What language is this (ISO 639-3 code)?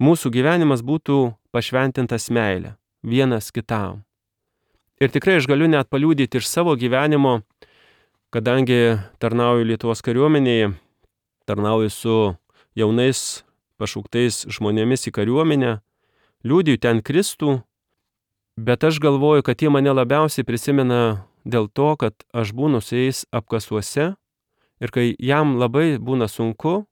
lit